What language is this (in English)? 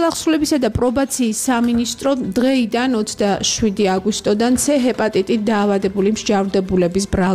Georgian